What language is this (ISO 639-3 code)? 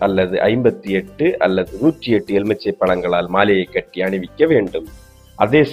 tam